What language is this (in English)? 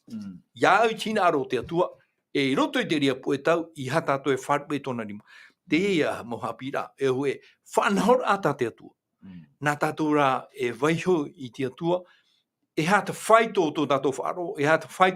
Tahitian